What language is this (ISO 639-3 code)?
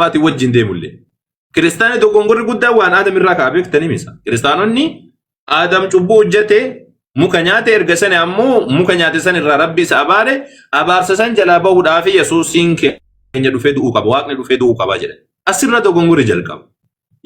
orm